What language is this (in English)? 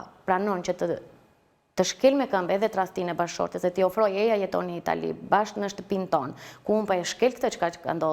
Albanian